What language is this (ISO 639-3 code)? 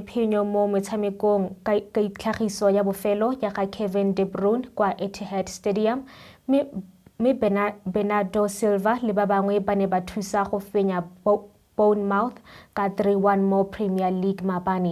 tsn